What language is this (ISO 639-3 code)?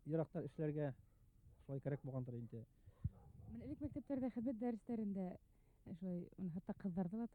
bak